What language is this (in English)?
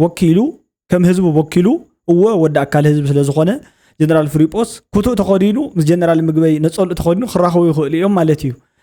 Tigrinya